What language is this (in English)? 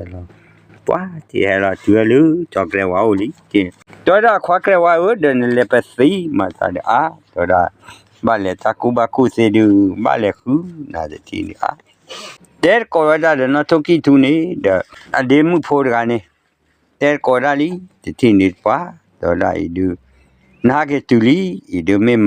S'gaw Karen